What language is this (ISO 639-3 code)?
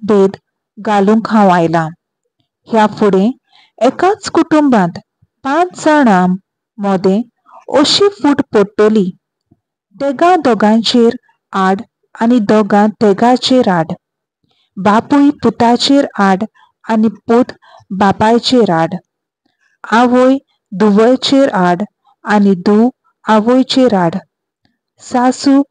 kok